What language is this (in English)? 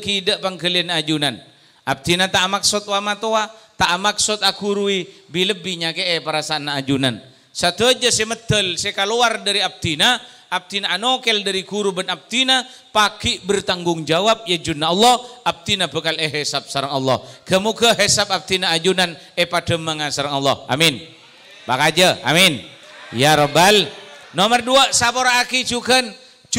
Madurese